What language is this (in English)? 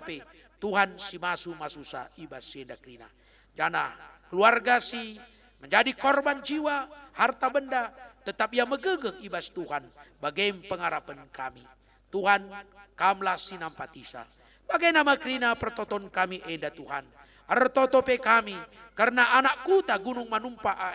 Batak Karo